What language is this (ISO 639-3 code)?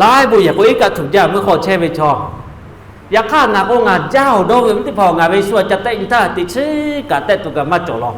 lhu